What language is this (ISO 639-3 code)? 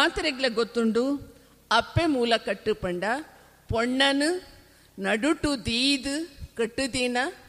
tcy